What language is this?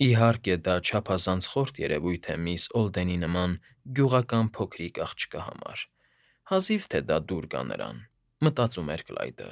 Armenian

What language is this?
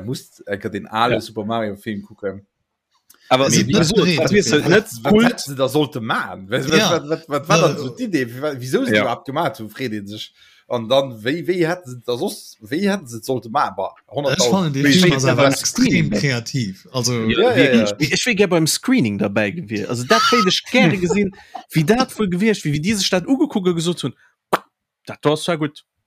Luxembourgish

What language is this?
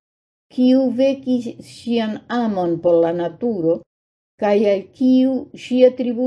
Esperanto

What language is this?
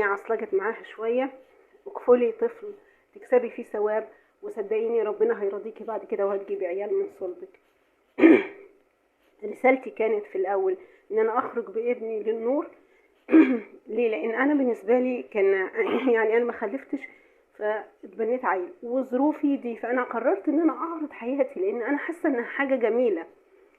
Egyptian Arabic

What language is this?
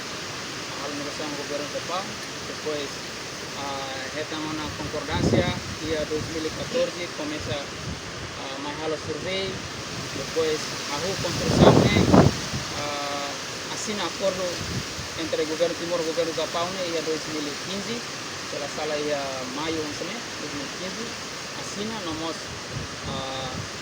Tetum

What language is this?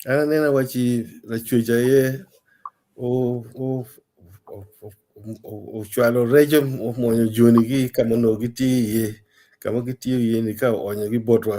Acoli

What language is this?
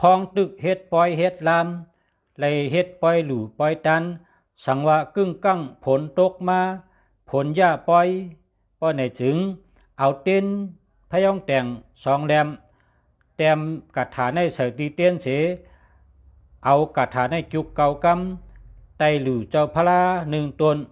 Shan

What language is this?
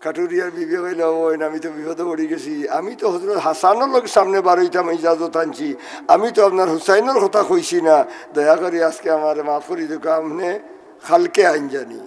Sylheti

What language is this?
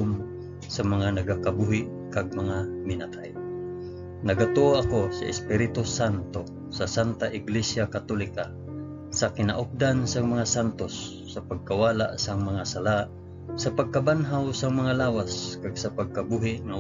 Hiligaynon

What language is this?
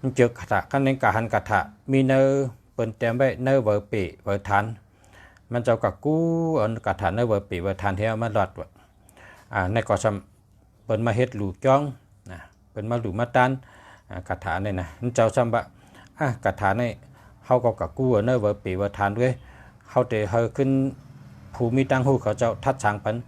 Shan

